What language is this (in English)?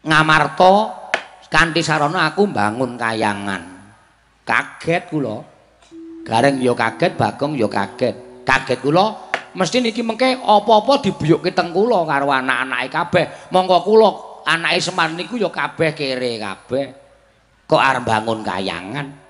Javanese